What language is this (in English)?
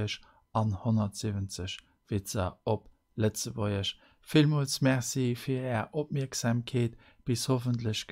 Luxembourgish